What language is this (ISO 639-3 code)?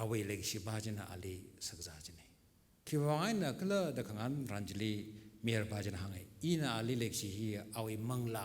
nmf